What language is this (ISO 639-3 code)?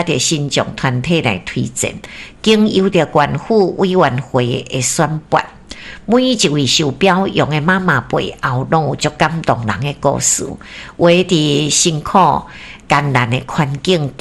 nan